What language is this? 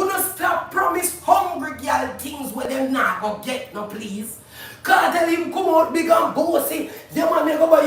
Jamaican Creole English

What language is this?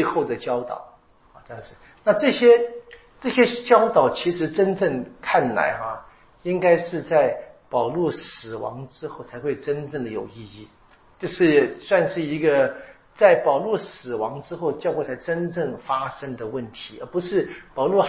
Chinese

